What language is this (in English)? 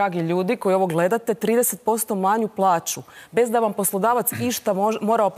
Croatian